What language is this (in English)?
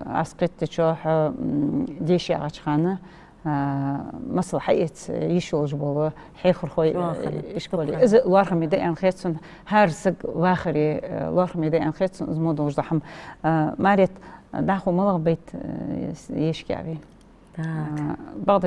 Ingush